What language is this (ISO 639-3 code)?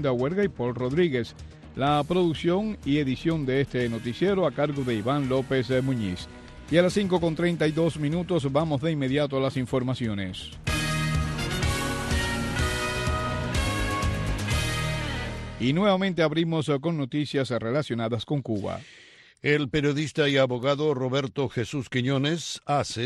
spa